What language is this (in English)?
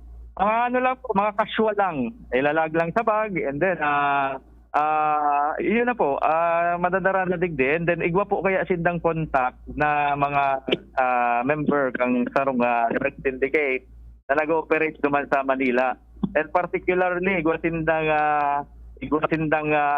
Bikol